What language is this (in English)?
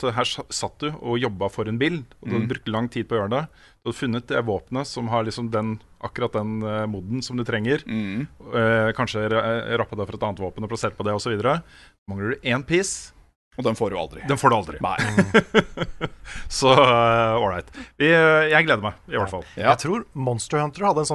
Norwegian